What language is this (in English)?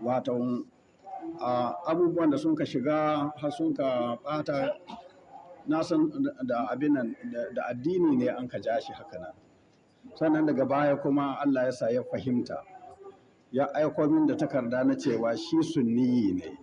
Hausa